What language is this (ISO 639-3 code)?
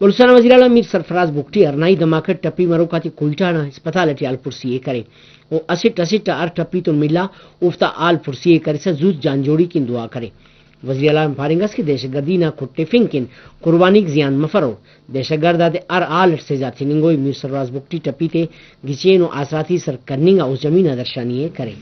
brh